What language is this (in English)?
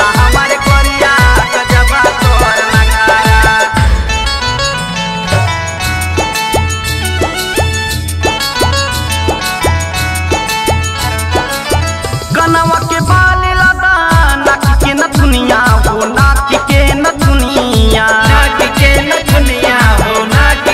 Bhojpuri